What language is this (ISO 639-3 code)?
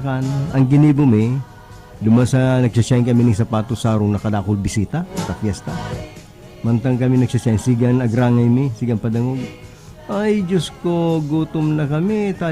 bik